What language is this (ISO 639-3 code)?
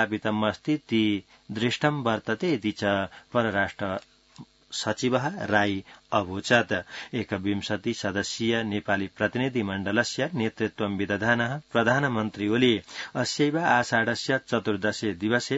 san